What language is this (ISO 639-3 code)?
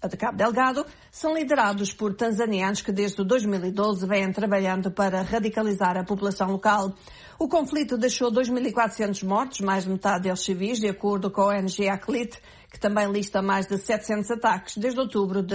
por